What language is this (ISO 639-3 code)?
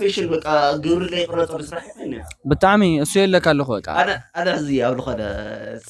tir